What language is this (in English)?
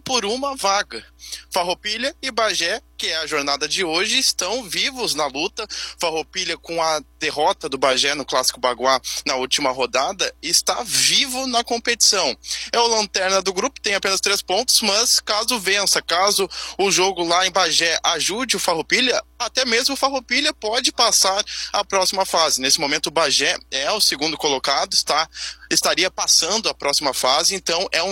Portuguese